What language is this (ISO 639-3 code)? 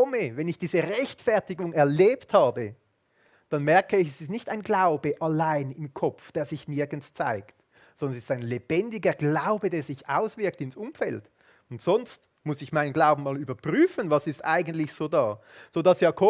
gsw